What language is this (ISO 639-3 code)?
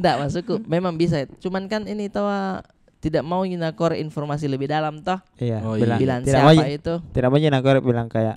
mfp